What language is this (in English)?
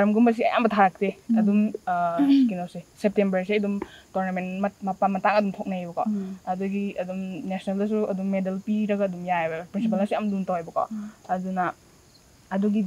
Manipuri